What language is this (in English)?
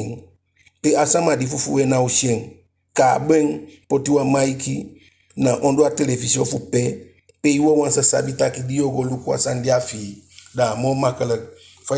Eastern Maroon Creole